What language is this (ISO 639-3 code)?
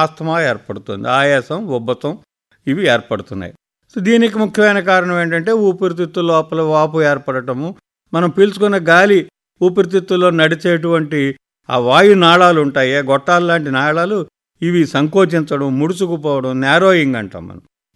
tel